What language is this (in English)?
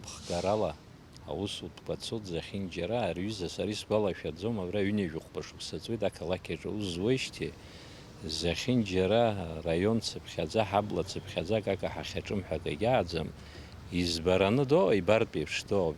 Abkhazian